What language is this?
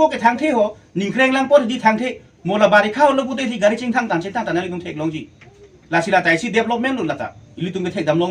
Karbi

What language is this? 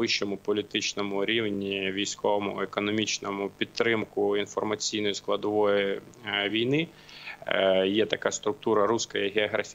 Ukrainian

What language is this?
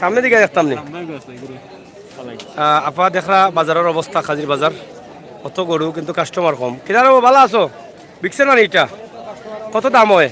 Sylheti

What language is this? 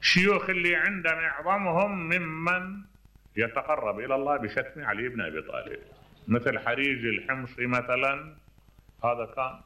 Mesopotamian Arabic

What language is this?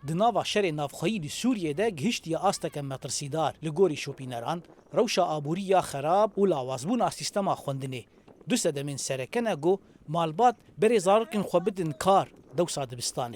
Kurdish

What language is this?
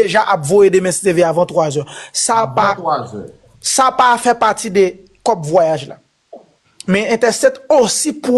Haitian Creole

